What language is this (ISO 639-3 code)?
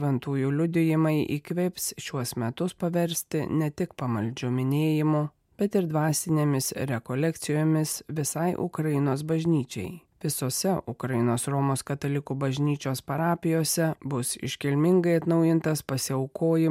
lit